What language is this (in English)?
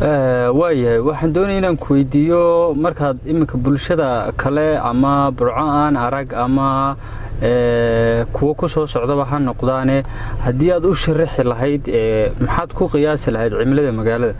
Somali